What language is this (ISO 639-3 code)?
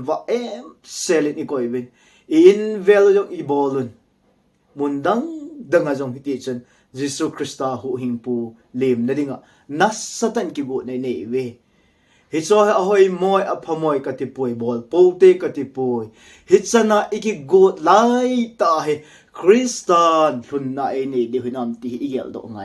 tcz